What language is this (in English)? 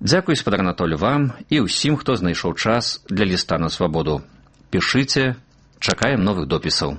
Belarusian